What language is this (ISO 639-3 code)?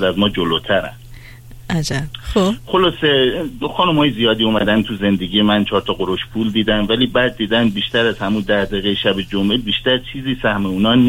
fas